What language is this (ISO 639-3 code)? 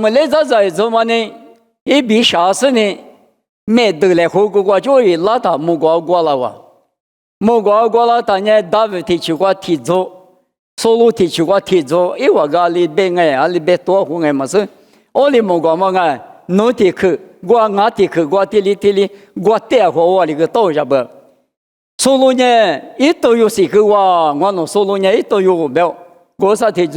lis